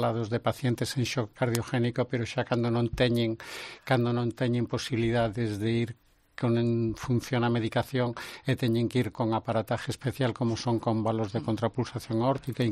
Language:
Galician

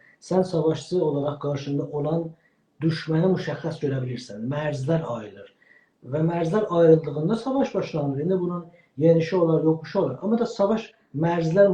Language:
South Azerbaijani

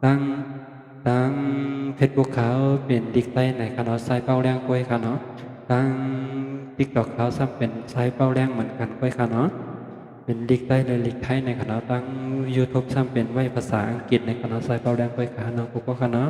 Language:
Shan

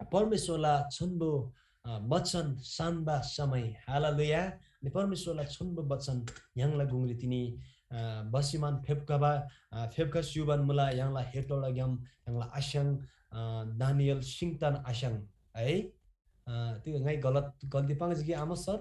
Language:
Eastern Tamang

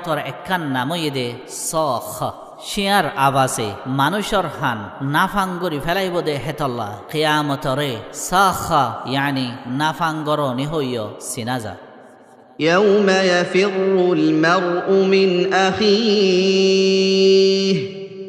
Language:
Rohingya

